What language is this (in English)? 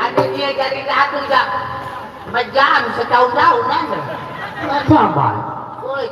Sasak